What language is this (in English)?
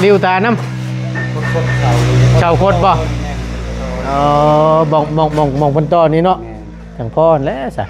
Northeastern Thai